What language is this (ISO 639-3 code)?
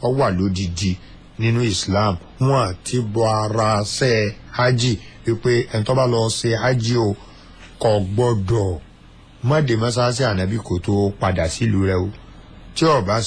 yor